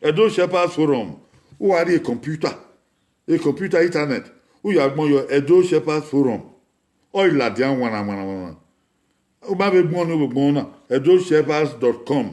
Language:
Bini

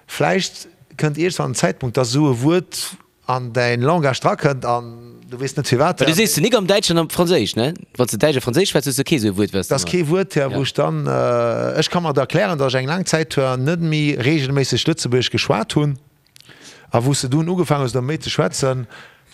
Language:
Luxembourgish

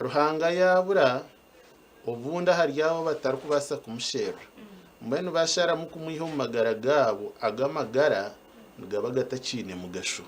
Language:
Nyankole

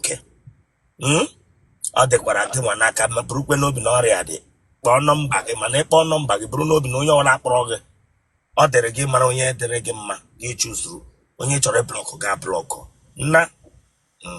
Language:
Igbo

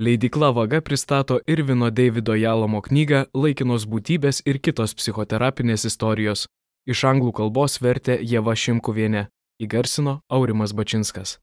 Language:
Lithuanian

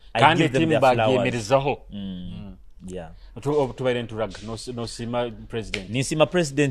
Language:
Nyoro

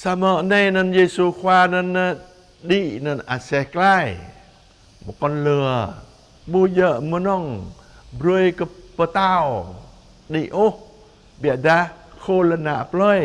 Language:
Jarai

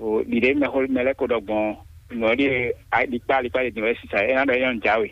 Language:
Fon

